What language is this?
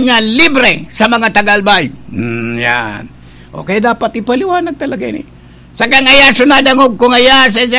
Bikol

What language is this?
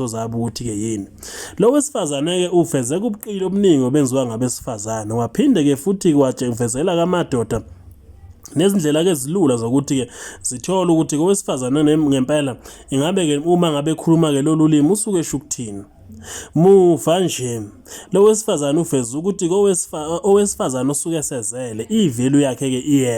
Zulu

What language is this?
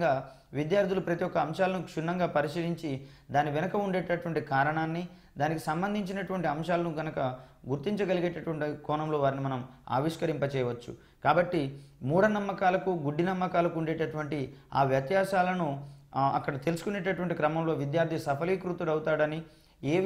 Telugu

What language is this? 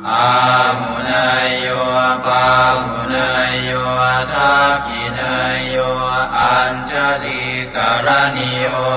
Pali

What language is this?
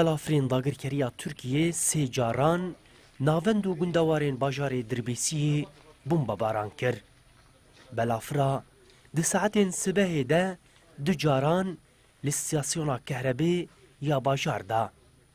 Kurdish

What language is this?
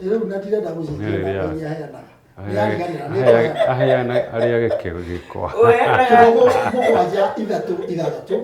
Kikuyu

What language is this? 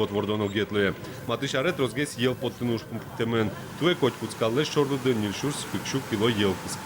Udmurt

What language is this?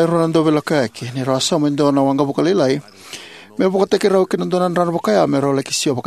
Fijian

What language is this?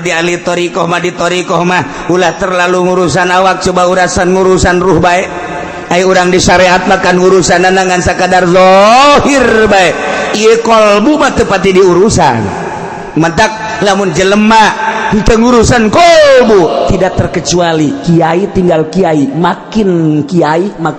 Sundanese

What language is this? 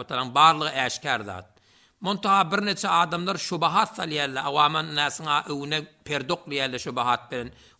Turkmen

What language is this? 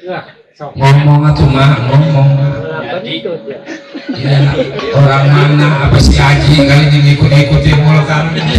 Betawi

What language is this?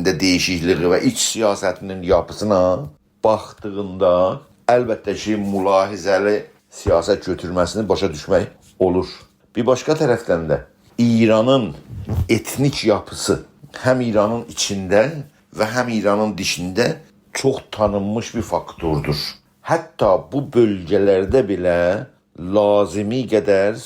South Azerbaijani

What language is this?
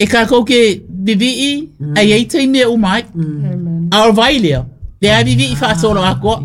Samoan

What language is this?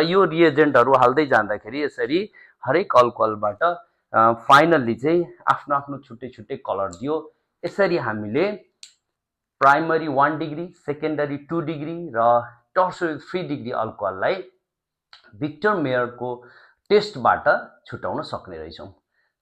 Nepali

